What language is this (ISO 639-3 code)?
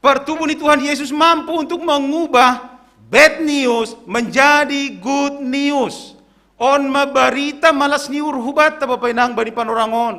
bts